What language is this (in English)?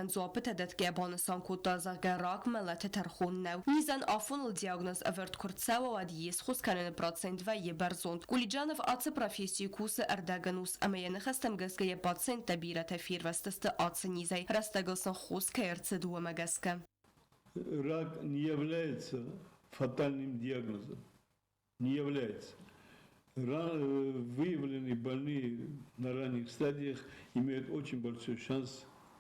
Ossetic